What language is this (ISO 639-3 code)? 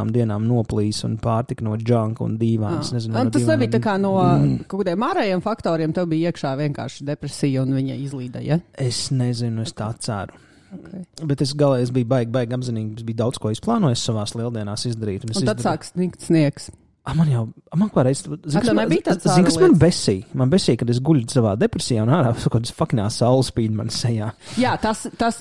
lav